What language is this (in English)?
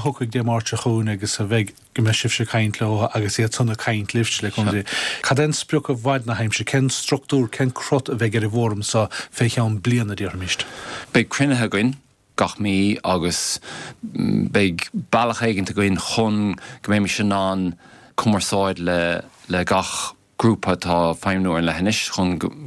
Irish